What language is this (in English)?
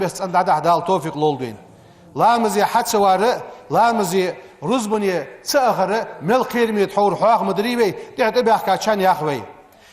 Ingush